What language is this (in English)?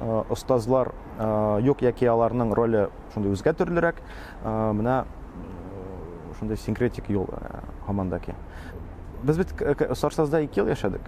Tatar